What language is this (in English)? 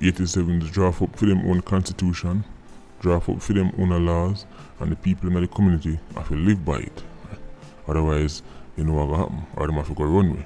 Jamaican Creole English